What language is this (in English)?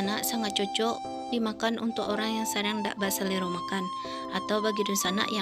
Minangkabau